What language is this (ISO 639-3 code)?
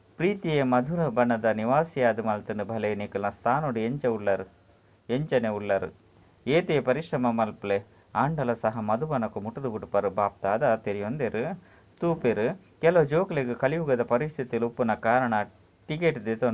tcy